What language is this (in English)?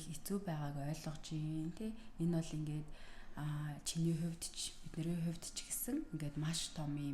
Mongolian